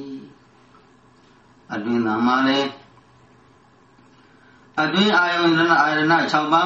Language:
Burmese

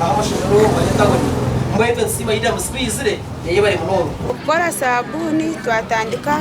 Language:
Nyankole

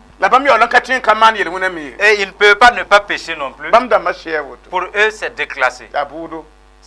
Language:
Mossi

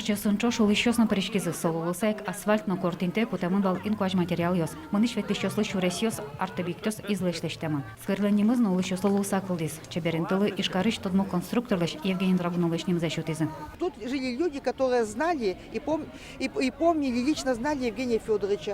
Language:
Udmurt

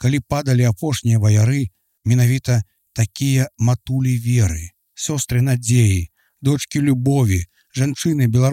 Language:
Belarusian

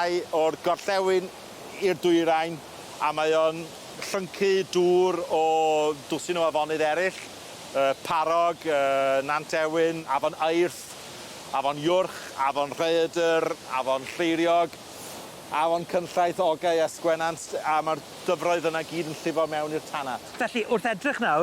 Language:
Welsh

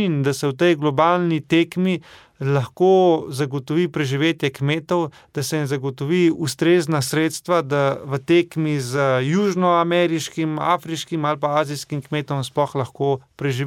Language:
Slovenian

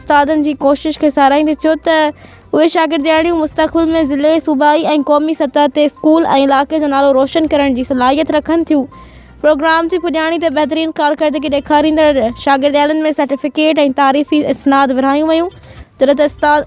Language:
Sindhi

